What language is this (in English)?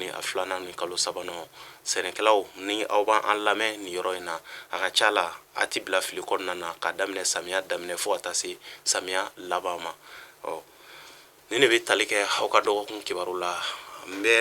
Bambara